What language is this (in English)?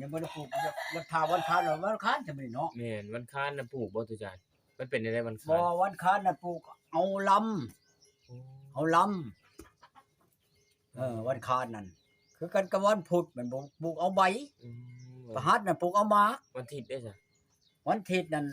Northeastern Thai